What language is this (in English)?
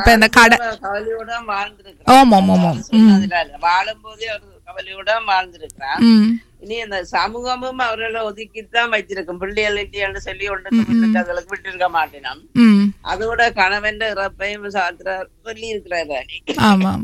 Tamil